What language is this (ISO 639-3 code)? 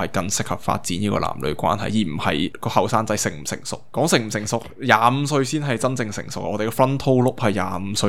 yue